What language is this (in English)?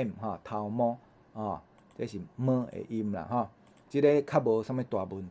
Min Nan Chinese